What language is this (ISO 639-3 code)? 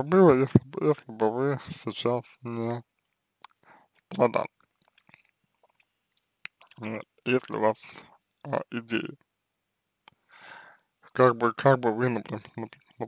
rus